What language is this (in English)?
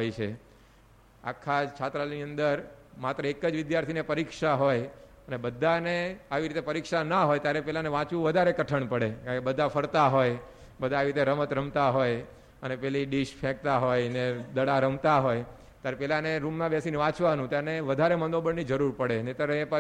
Gujarati